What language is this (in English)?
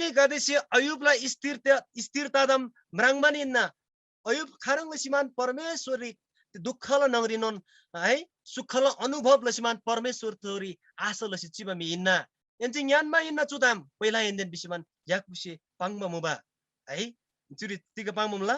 Eastern Tamang